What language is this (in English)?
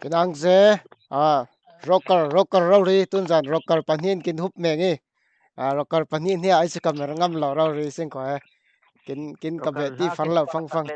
Falam Chin